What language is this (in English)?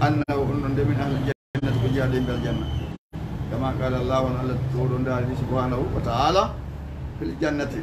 Fula